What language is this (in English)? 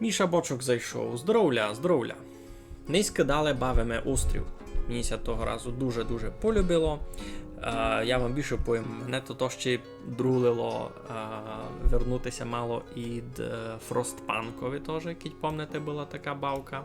Rusyn